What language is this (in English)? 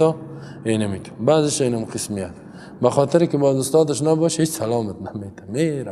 Persian